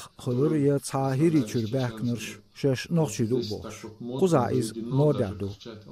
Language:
Chechen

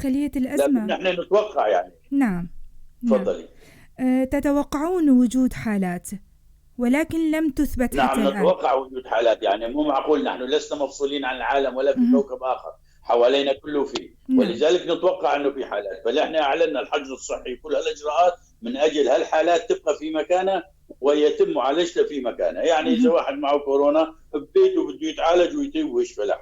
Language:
North Levantine Arabic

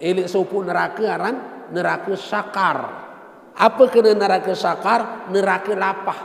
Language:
Sasak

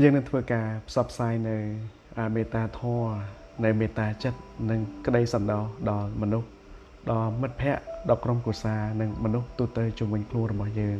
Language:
Khmer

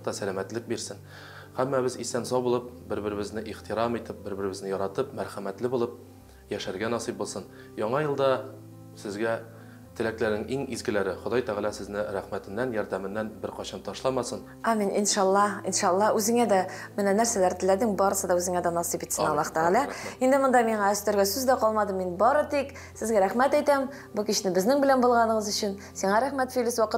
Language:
Tatar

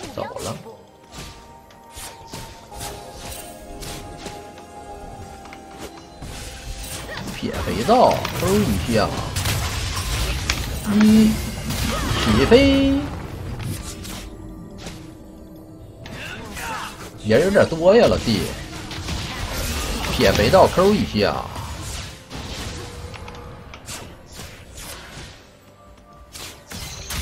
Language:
Chinese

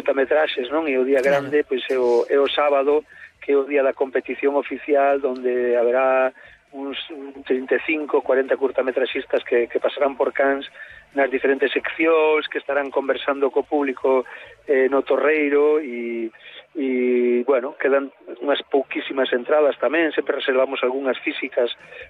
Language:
Galician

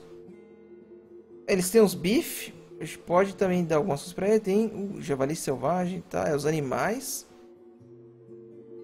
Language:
Portuguese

